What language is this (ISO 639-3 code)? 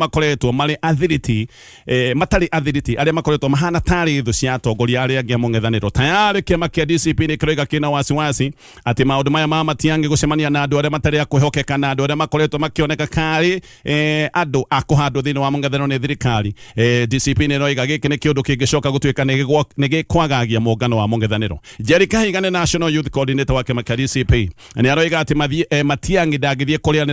kik